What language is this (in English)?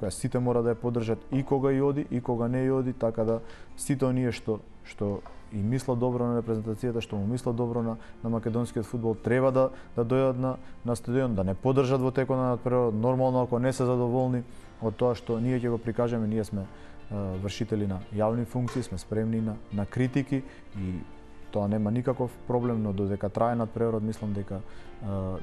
Macedonian